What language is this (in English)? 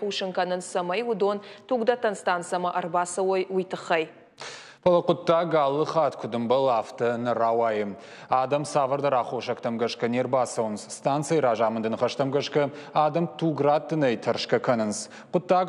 Ossetic